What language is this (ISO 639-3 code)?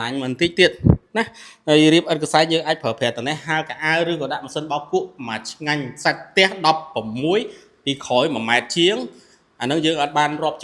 khm